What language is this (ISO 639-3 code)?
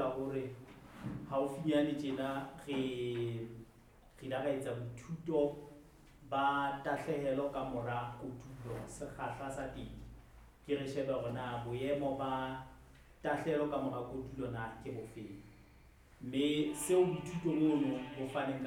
sot